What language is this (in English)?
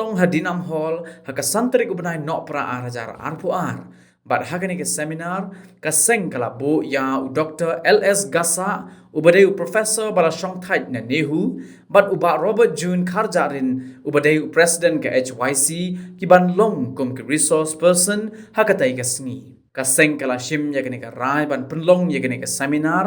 Khasi